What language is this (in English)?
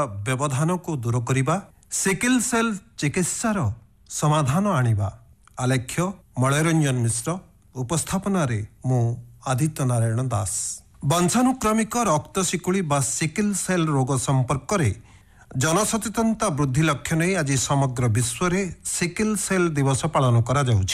Odia